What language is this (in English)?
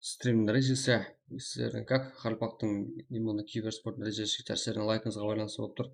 Kara-Kalpak